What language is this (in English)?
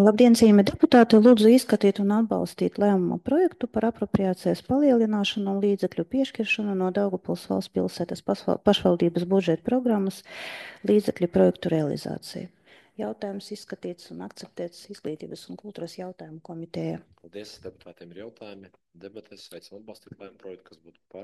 Latvian